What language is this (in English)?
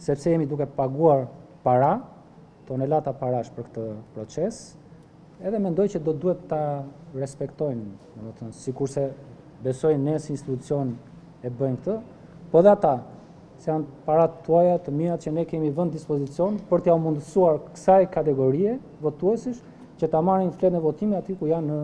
Albanian